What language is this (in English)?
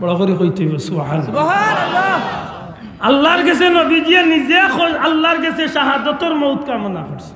Sylheti